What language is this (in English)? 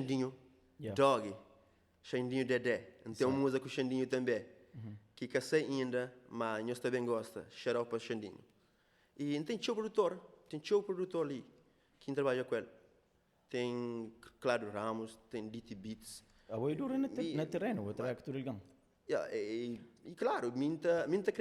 Kabuverdianu